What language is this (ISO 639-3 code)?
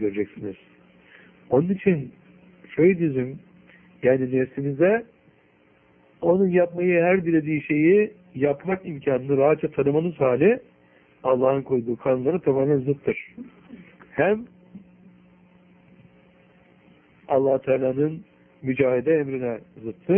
tur